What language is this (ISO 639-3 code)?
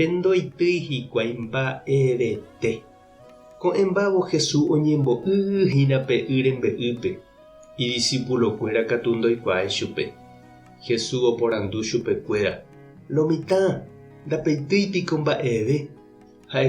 grn